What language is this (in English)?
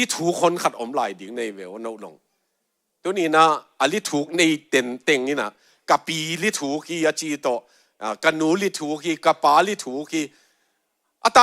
Tedim Chin